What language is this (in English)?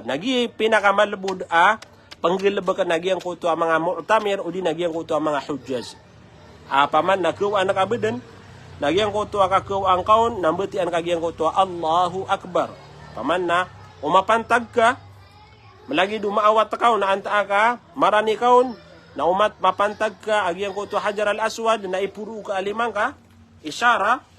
Maranao